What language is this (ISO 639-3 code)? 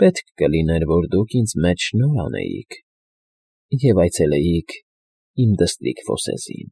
hye